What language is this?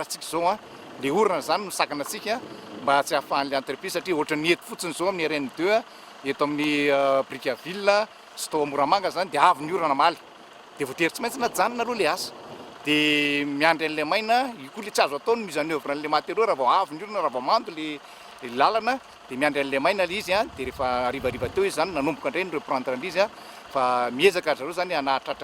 Malagasy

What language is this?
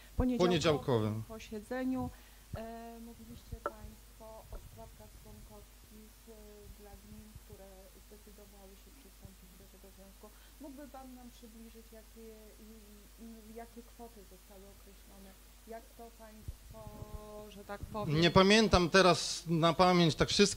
Polish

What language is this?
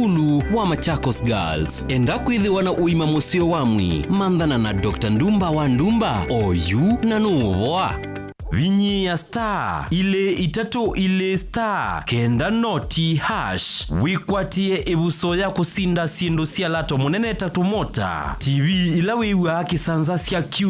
Kamba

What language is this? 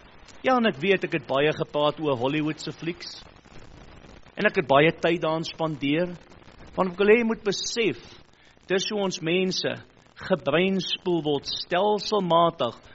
Afrikaans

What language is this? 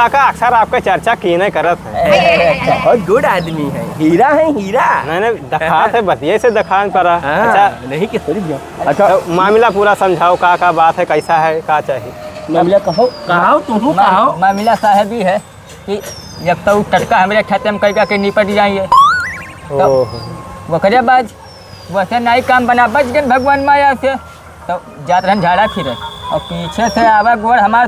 Awadhi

